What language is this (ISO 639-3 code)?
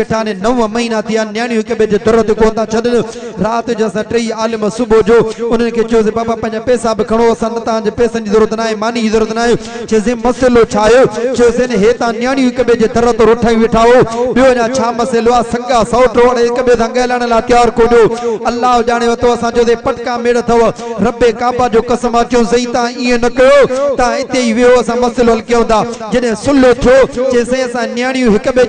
snd